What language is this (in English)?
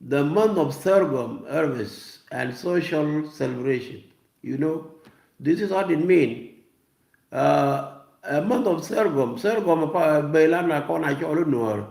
Nuer